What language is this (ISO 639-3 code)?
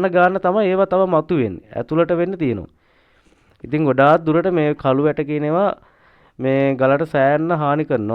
sin